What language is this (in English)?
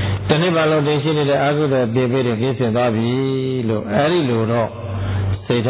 Burmese